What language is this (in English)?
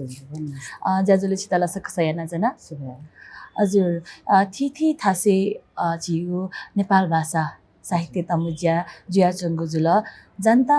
Newari